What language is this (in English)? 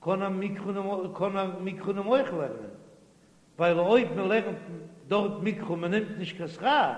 Yiddish